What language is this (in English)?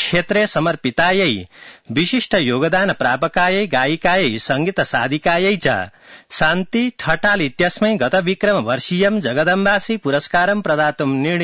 Sanskrit